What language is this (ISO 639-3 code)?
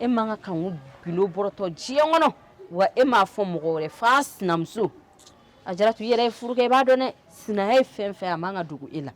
bam